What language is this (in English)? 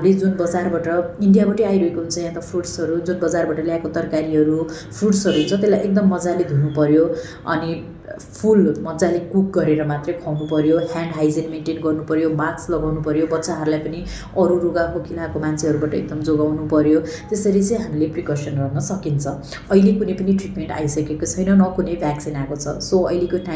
Nepali